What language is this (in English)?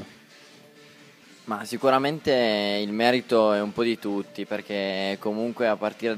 Italian